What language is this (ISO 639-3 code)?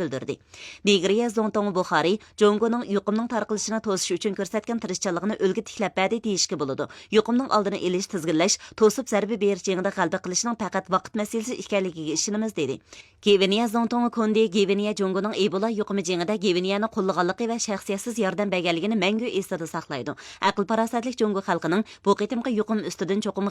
uig